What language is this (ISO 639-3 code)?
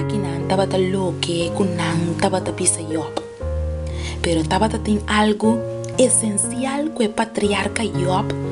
pap